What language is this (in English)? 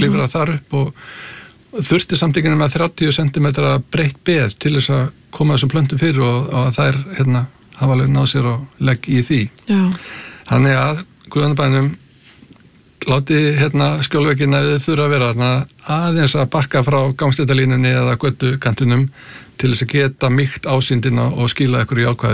Icelandic